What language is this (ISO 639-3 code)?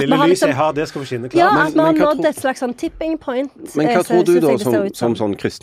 nor